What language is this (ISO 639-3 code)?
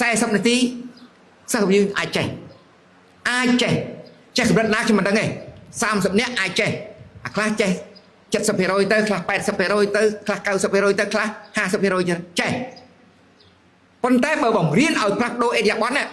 khm